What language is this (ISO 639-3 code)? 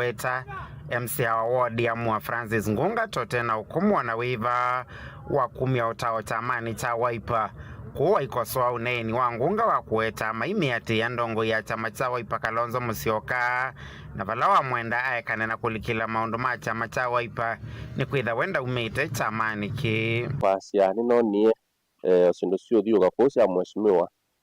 kam